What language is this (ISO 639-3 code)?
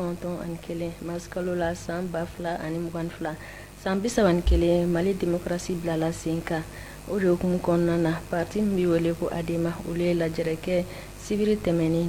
bam